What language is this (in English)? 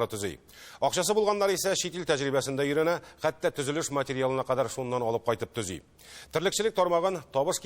Tatar